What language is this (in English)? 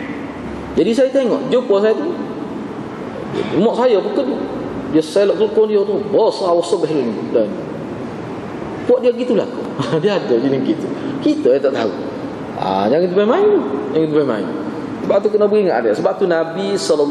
Malay